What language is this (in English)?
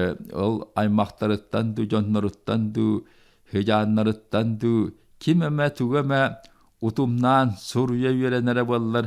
Yakut